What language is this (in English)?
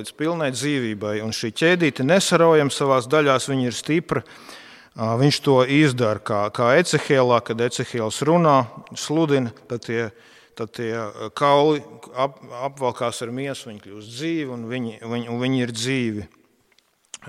Latvian